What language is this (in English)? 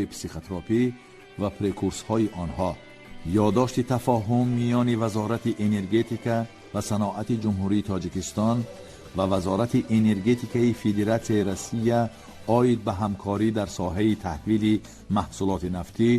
Tajik